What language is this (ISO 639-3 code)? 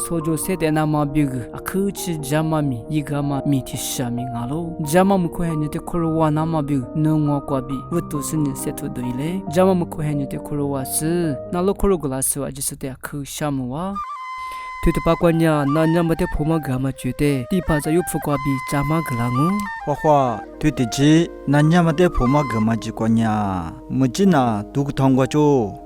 lis